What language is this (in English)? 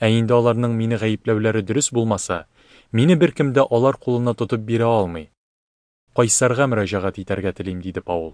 Tatar